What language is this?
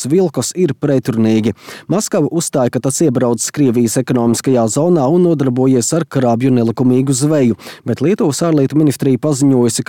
Latvian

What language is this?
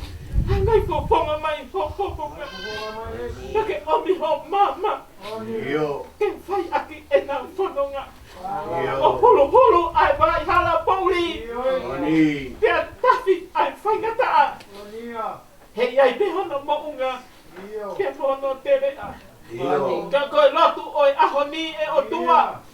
Tongan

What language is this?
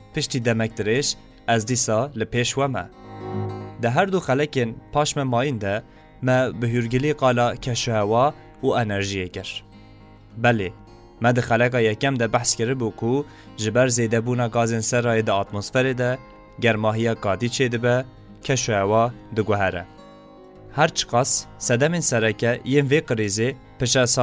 Kurdish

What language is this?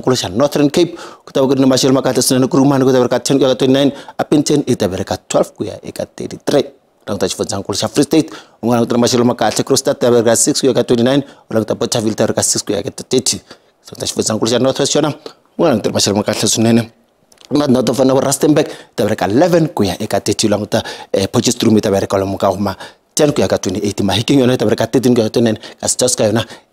Tsonga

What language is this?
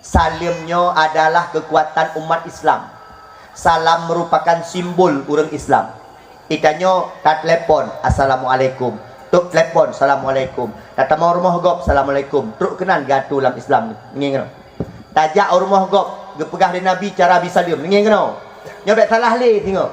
Achinese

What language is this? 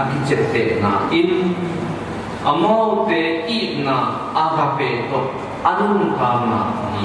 Tedim Chin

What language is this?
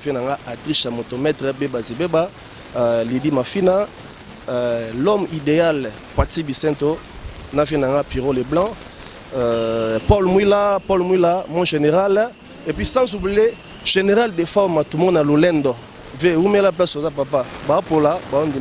Lingala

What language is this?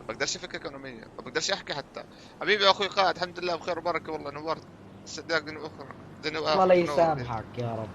North Levantine Arabic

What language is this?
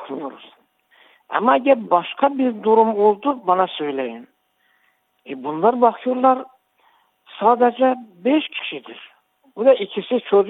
Turkish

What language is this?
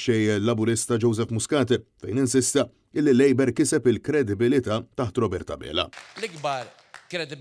Maltese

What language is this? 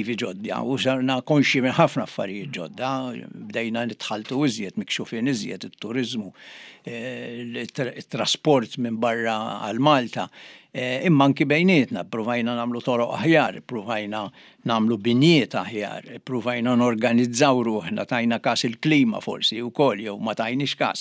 Maltese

